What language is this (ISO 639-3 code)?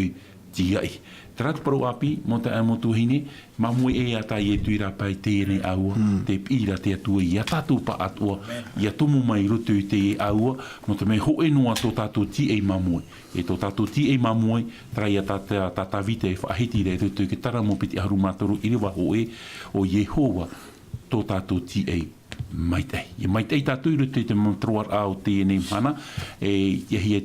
tah